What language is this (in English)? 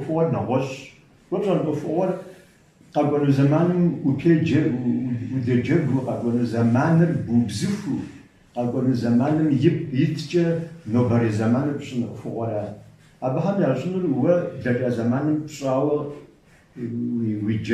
Kabardian